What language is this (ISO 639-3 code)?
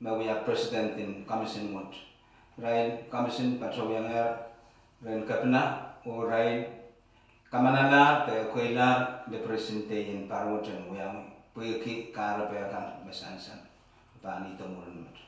pon